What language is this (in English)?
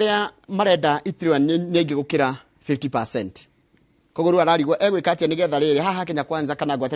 Kikuyu